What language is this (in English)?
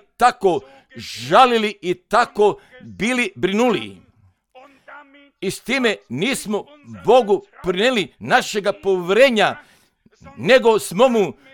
Croatian